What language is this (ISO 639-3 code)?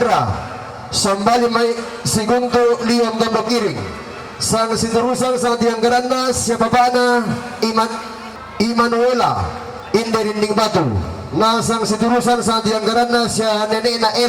sda